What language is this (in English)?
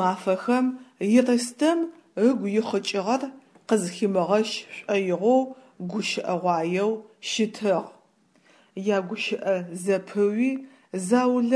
Adyghe